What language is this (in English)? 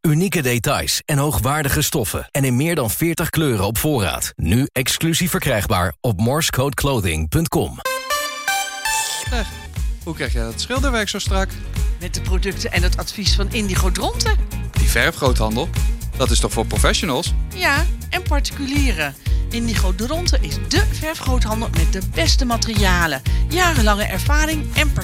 Dutch